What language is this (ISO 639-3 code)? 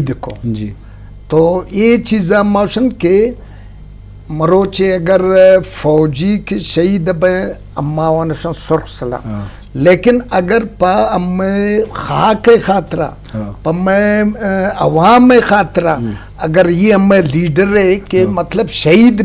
bgp